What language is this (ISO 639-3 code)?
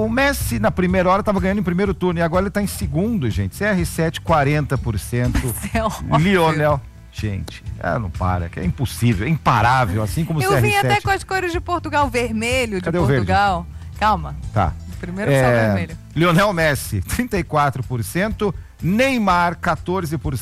por